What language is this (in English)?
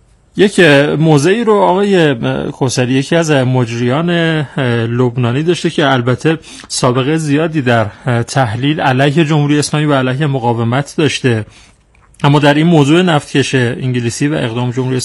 Persian